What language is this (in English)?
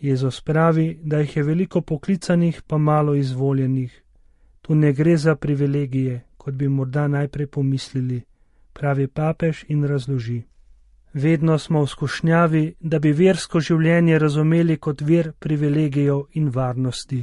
Slovenian